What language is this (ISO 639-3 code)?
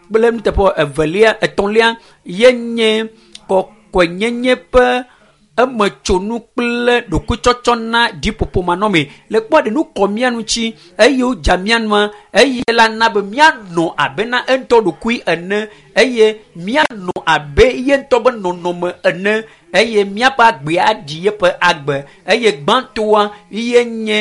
ewe